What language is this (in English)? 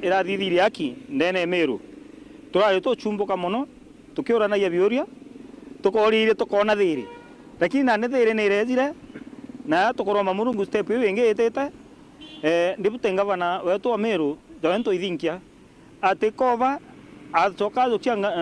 Meru